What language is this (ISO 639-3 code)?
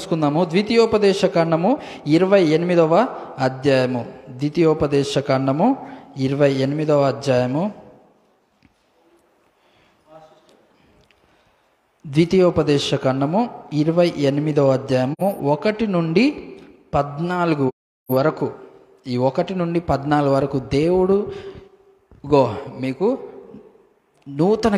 tel